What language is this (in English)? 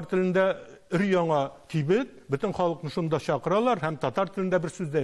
Tatar